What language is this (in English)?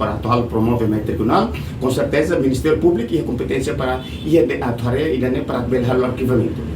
Tetum